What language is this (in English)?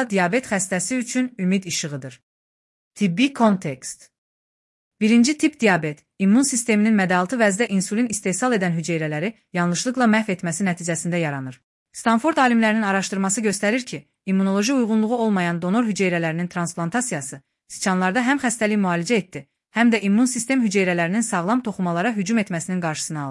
Azerbaijani